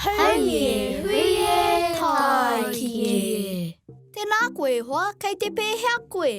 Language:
Māori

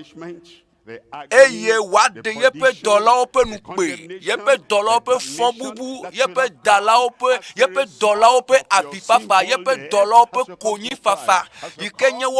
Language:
Ewe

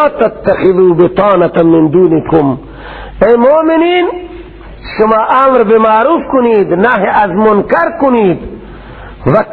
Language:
Persian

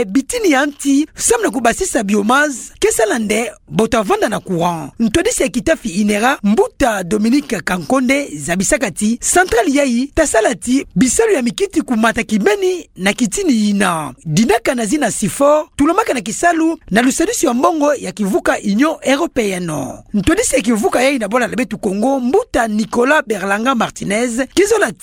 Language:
Kituba (Democratic Republic of Congo)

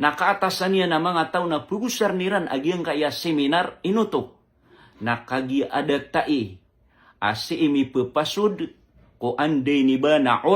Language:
Maranao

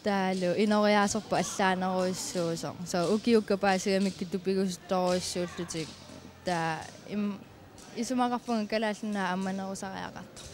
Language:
Kalaallisut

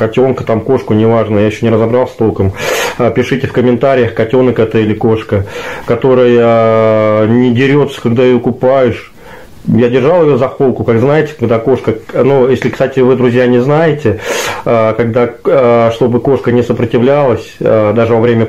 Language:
Russian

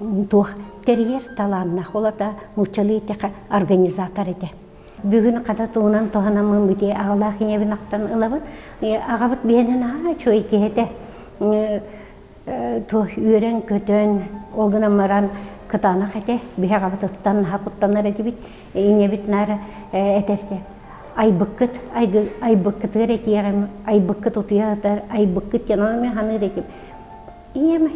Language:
Yakut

